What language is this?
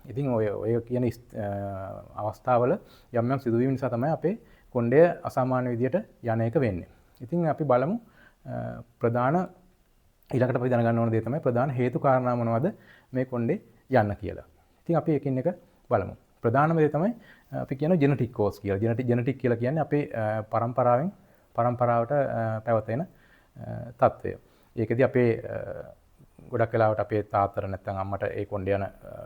Sinhala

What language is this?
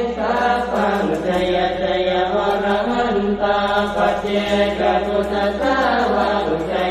Pali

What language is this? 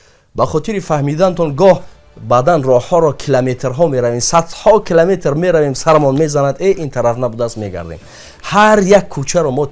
Tajik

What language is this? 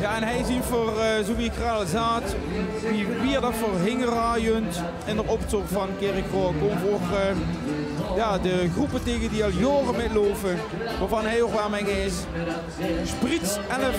Limburgish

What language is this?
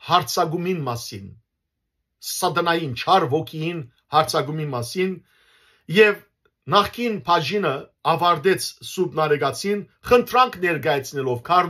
Western Armenian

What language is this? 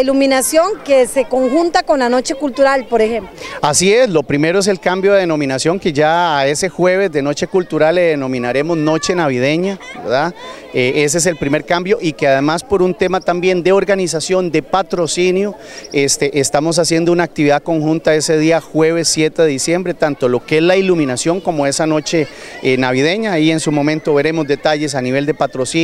Spanish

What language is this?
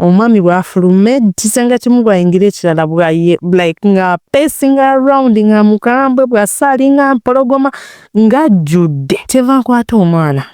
Ganda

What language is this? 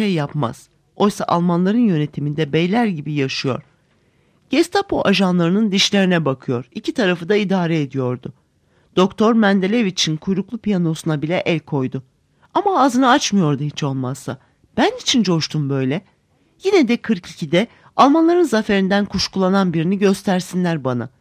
Turkish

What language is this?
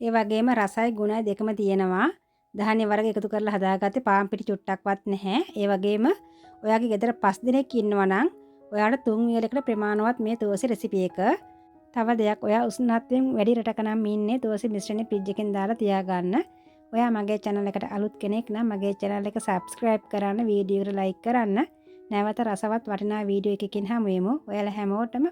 Sinhala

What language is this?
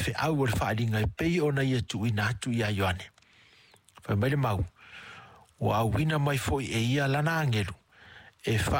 Samoan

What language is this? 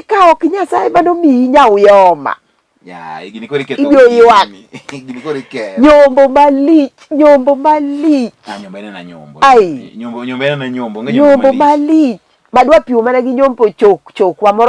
Luo (Kenya and Tanzania)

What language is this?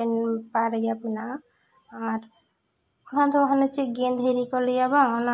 Santali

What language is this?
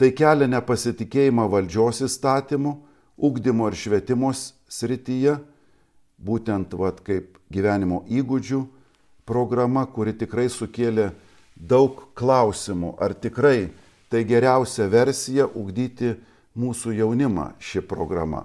Lithuanian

